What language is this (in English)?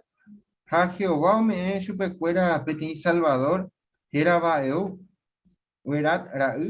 Guarani